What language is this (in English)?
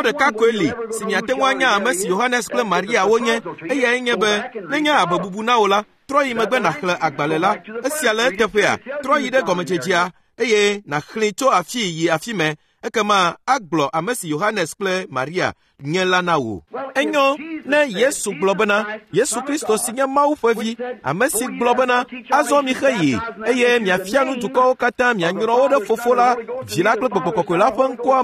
Ewe